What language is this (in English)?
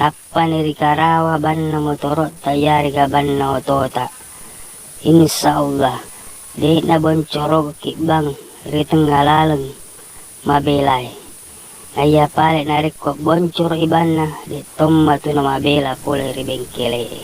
Buginese